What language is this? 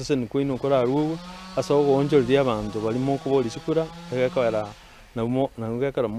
Gusii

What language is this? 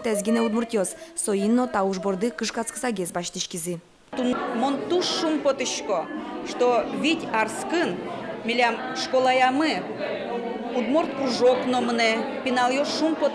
Udmurt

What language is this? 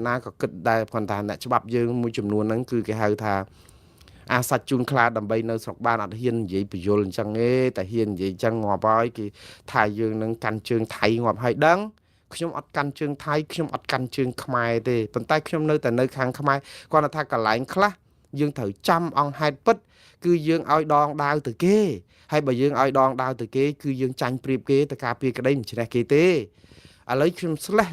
Khmer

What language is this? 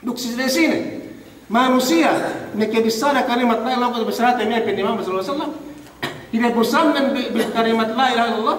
Yakan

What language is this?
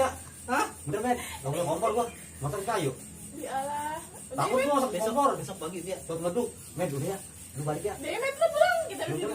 Betawi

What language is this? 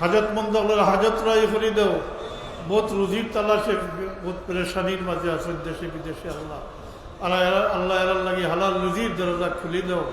Sylheti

